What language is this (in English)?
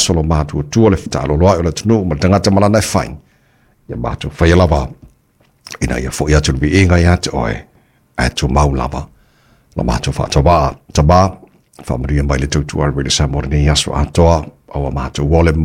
Samoan